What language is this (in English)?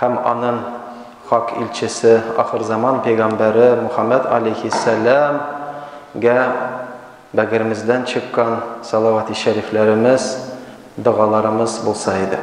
Tatar